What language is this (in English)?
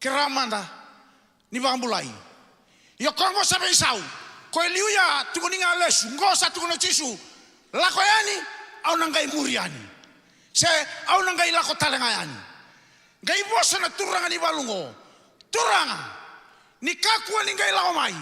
Fijian